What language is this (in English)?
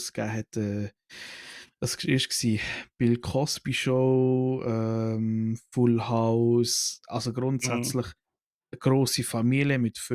Swiss German